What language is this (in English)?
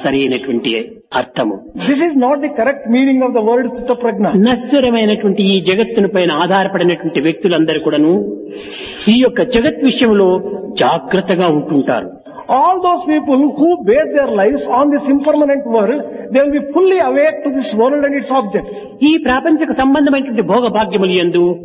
Telugu